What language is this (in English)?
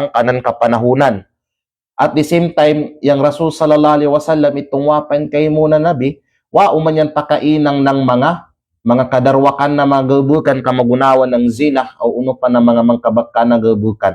Kalagan